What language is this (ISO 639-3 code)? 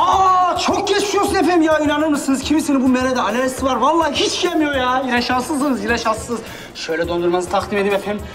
tur